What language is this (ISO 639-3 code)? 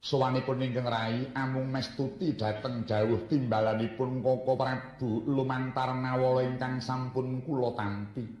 jav